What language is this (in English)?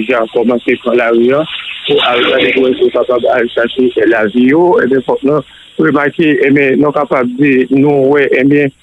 Haitian Creole